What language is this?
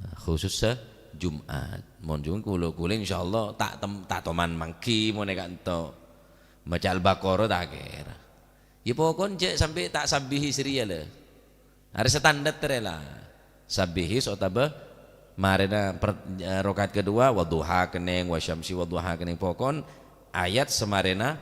Madurese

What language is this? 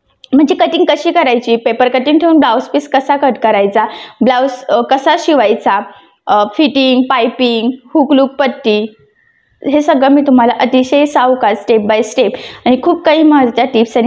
Marathi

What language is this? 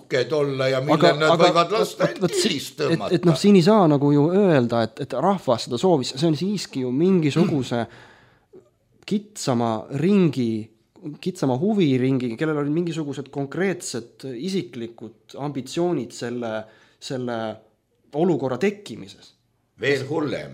Estonian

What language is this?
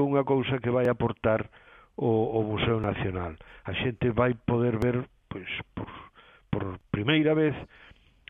Galician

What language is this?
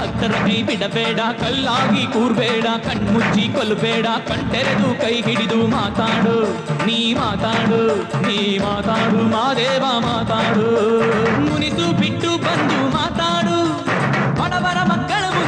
Kannada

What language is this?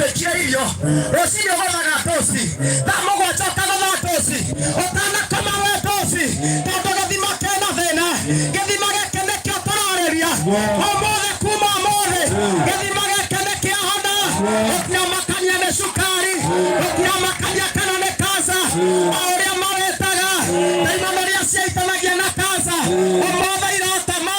Kikuyu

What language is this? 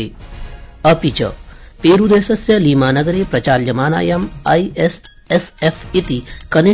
Sanskrit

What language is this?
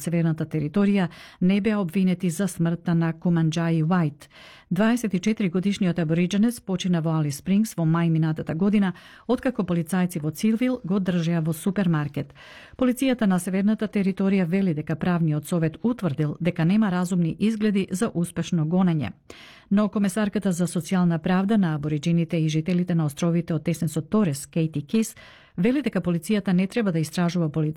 Macedonian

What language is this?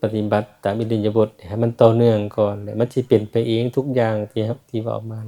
Lao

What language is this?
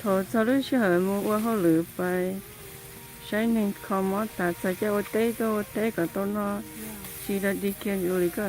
Hmong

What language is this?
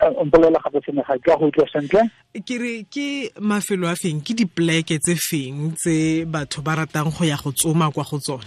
Tswana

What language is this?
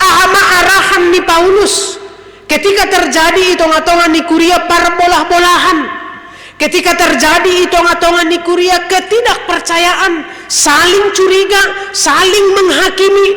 Batak Simalungun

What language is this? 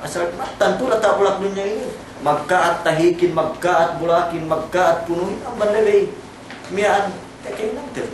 Yakan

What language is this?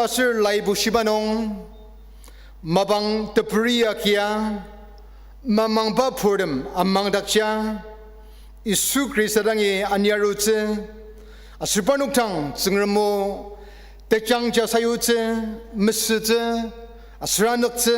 Ao Naga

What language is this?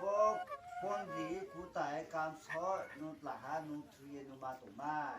Riang (India)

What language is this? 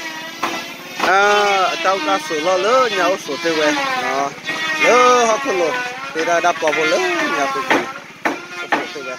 S'gaw Karen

